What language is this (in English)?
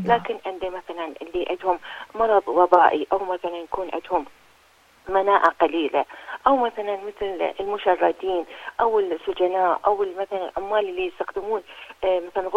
Arabic